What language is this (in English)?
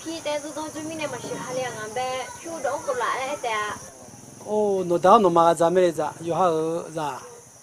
Akha